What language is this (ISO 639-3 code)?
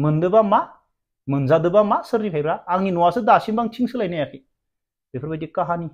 brx